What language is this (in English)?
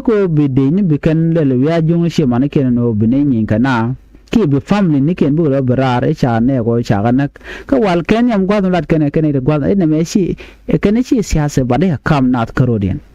Nuer